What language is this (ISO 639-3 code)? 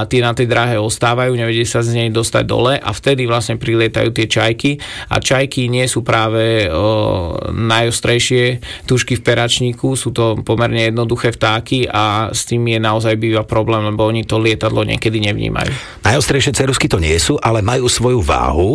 slk